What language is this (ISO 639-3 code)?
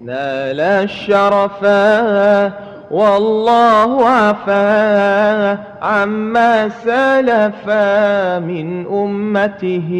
mad